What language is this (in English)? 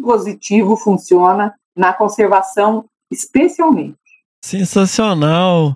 Portuguese